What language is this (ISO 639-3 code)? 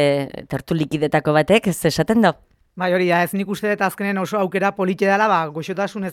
eus